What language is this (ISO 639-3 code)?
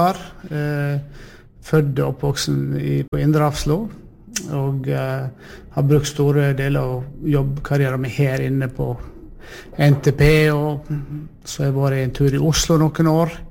nor